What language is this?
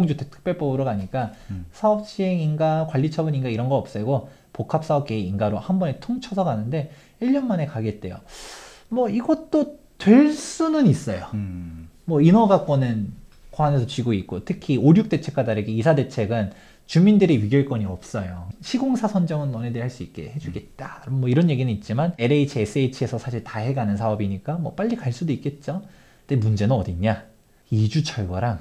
Korean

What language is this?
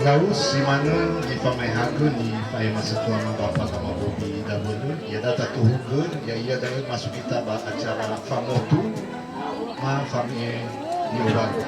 Nias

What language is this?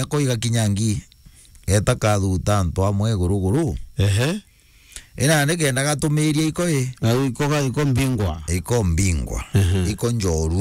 Meru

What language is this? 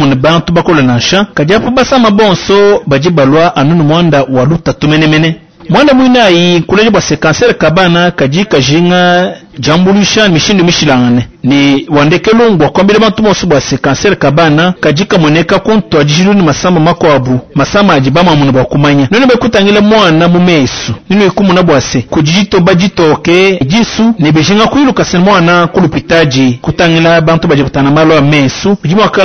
Luba-Lulua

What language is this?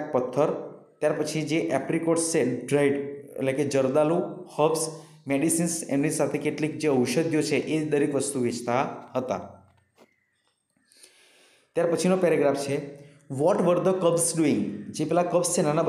Gujarati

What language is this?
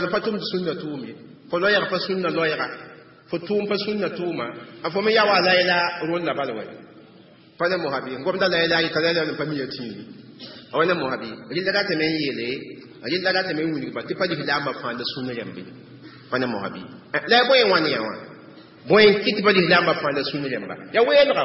Mossi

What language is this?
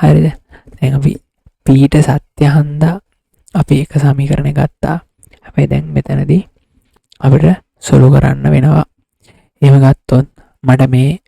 Sinhala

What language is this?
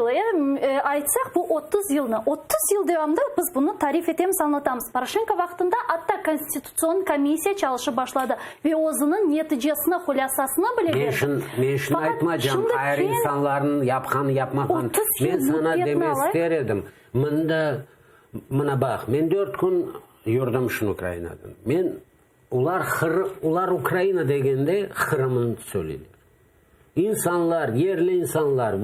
Crimean Tatar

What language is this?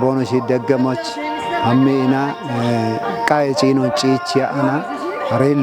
Kafa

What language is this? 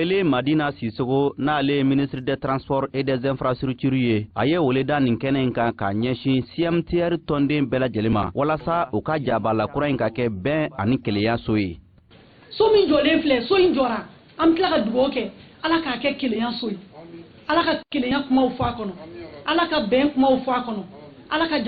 Bambara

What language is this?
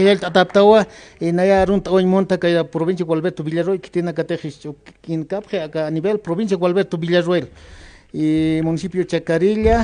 Aymara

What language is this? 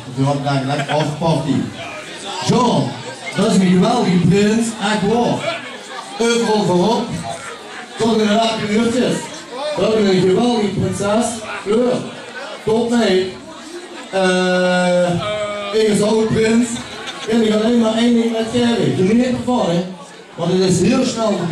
Limburgish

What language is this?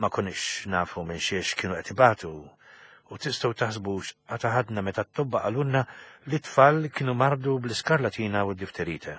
Maltese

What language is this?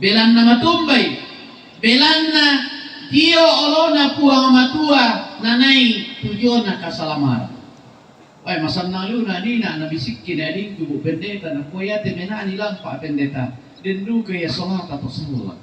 Toraja-Sa'dan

